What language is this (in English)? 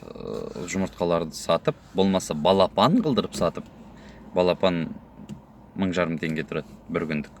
Kazakh